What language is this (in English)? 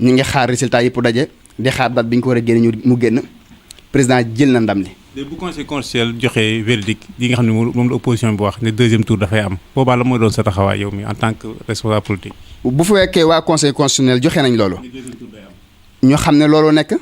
Wolof